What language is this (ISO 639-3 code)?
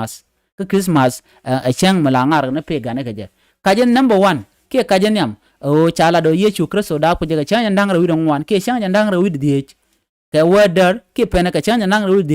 nus